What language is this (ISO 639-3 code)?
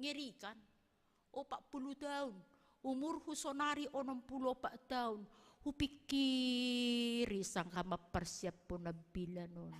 bts